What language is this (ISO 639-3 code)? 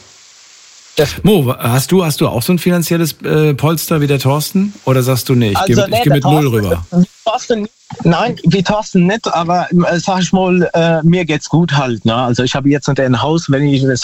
deu